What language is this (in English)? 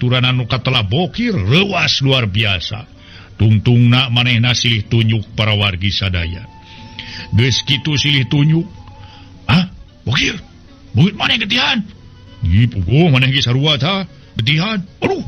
Sundanese